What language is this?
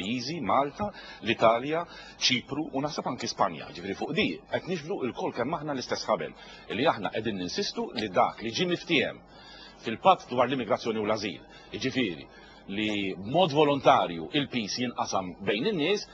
Maltese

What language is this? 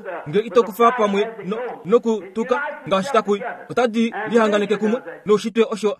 Kuanyama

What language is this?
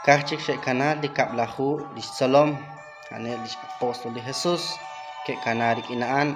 Kekchí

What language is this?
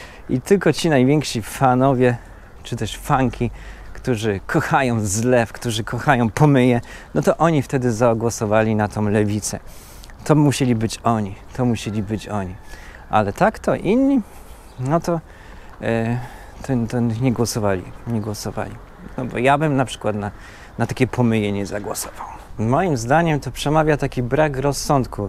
Polish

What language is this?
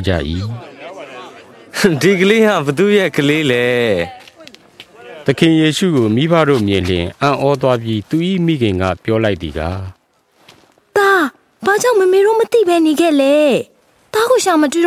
Burmese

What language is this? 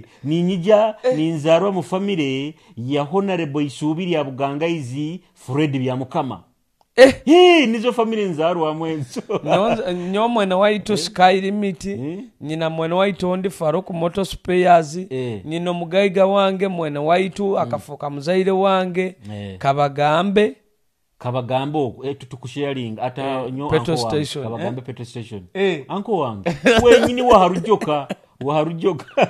Nyoro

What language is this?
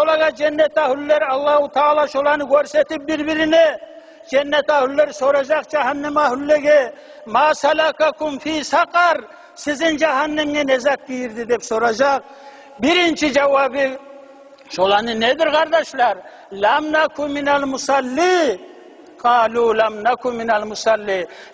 Kumyk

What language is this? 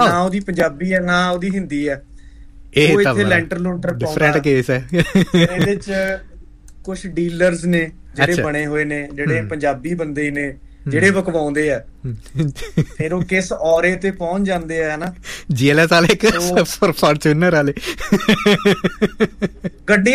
Punjabi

